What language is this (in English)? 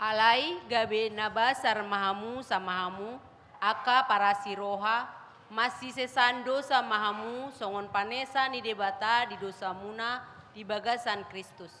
Batak Toba